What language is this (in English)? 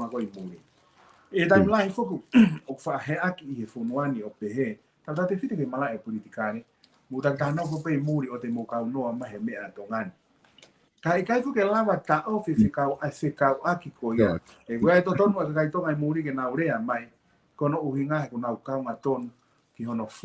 Tongan